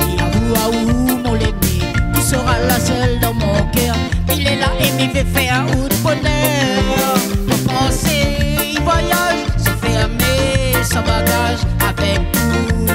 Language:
Réunion Creole French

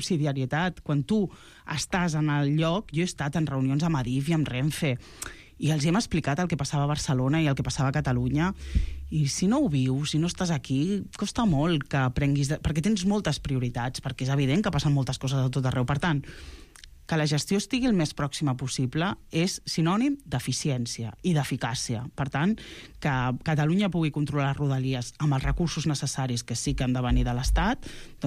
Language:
Catalan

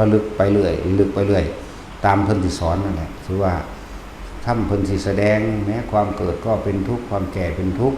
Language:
Lao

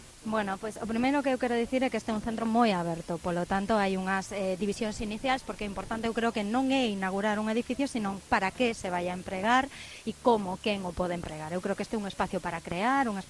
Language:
Galician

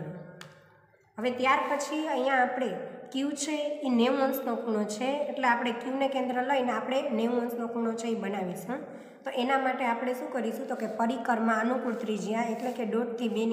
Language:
Gujarati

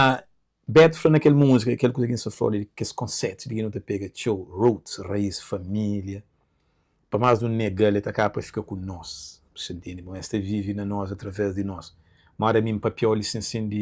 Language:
Kabuverdianu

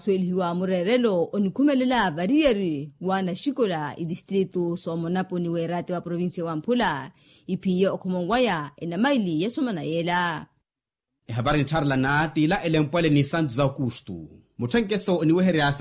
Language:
Makhuwa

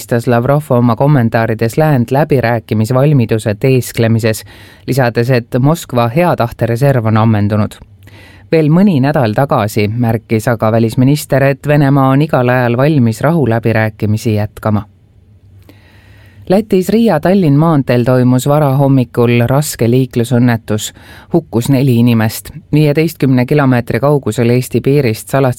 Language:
Estonian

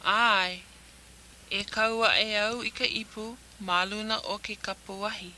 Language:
Hawaiian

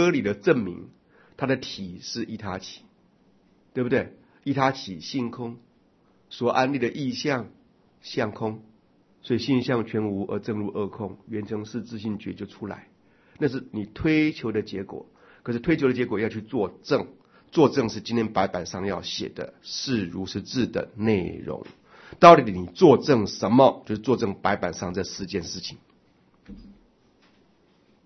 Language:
Chinese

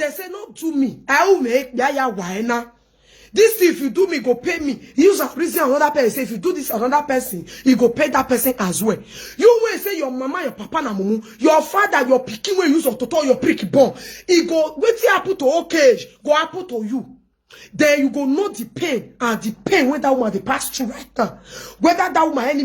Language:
Nigerian Pidgin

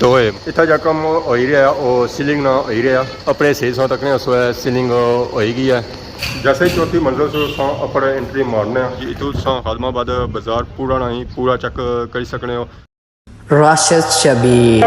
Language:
Pahari-Potwari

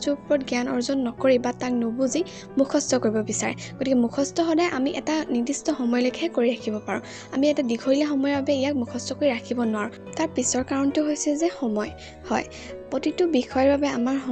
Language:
Assamese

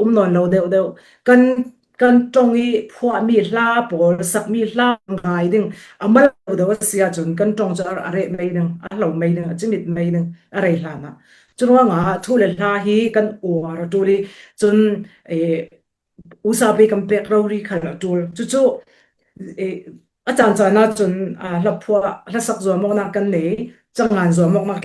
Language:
Falam Chin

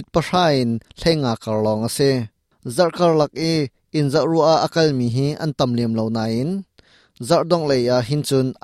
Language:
Hakha Chin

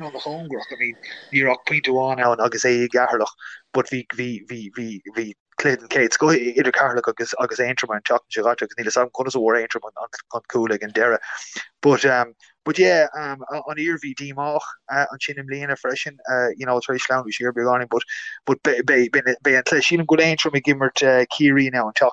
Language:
Irish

